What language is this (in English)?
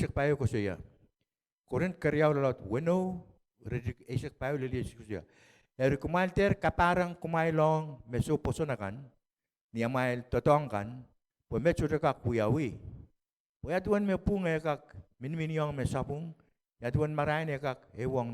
Pohnpeian